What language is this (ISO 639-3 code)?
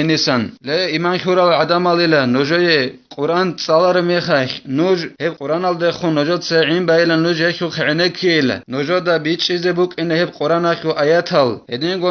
ava